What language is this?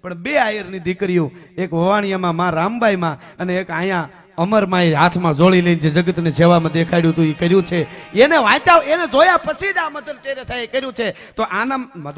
Gujarati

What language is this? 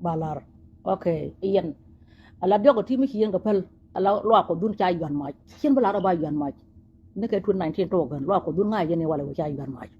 Nuer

